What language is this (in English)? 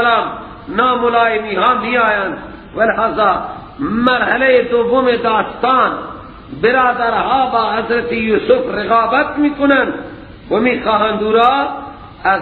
Persian